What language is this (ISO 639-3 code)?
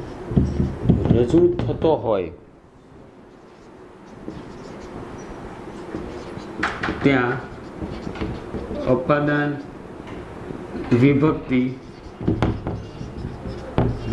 guj